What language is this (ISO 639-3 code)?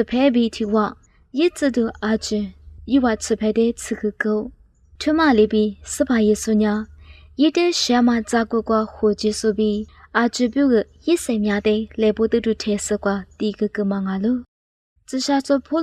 lis